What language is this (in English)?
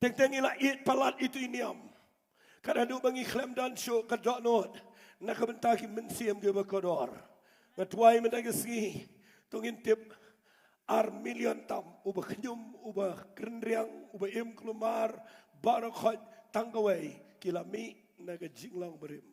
Khasi